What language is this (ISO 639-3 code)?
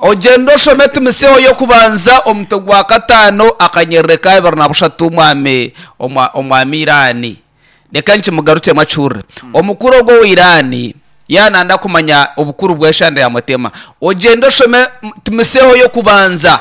nyn